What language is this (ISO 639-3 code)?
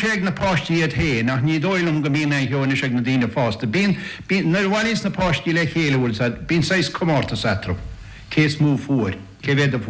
gle